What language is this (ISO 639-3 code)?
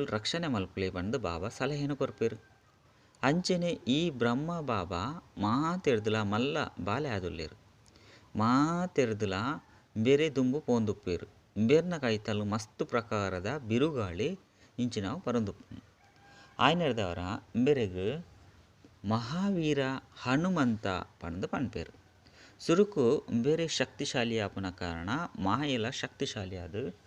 tcy